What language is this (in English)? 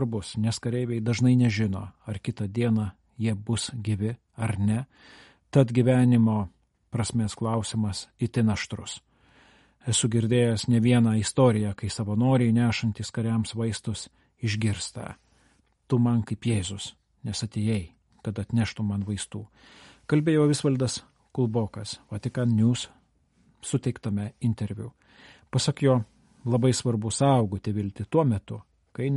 Lithuanian